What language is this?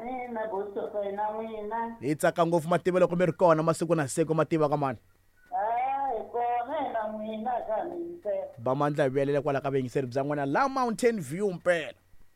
Tsonga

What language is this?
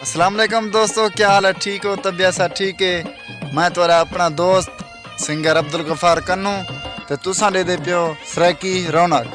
Saraiki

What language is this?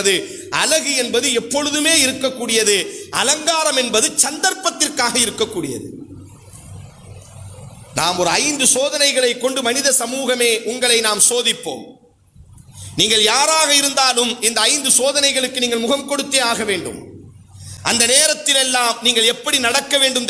Tamil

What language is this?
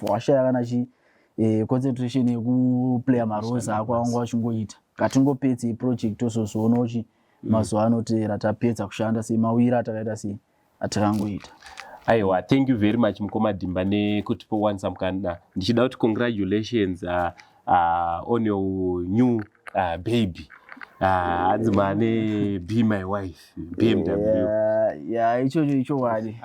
Shona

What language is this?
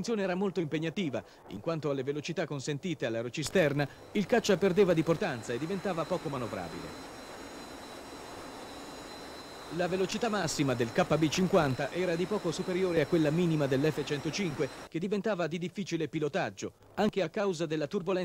Italian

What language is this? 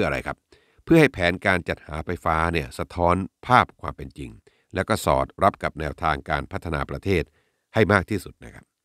Thai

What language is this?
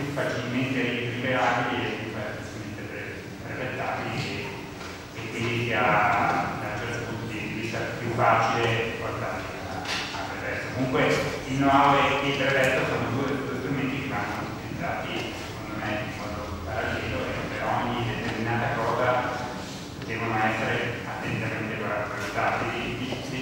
Italian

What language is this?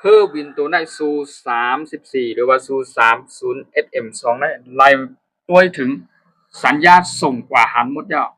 Shan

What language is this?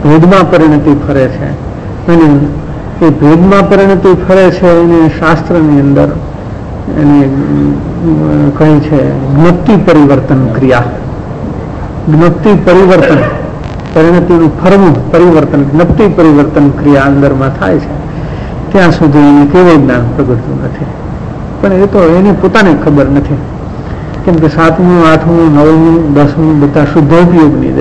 Gujarati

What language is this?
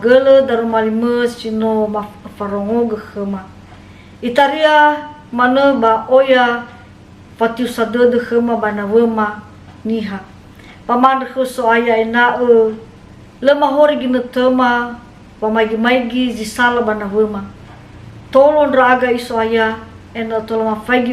Nias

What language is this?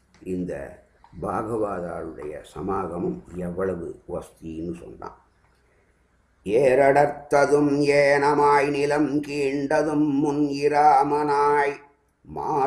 Tamil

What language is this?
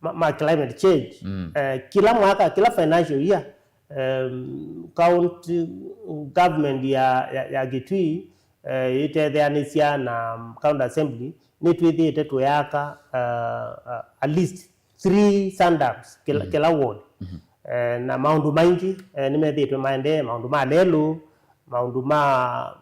Kamba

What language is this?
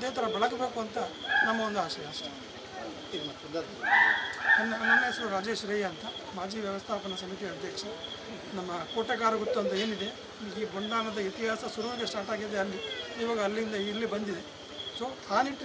Kannada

